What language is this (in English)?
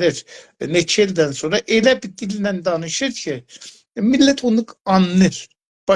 South Azerbaijani